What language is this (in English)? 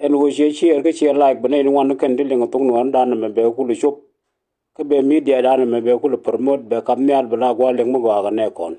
Nuer